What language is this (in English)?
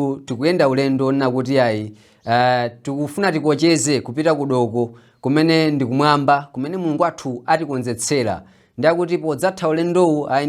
Nyanja